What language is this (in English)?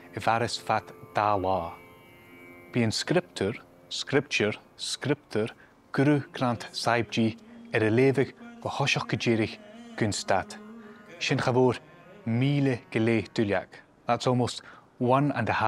Scottish Gaelic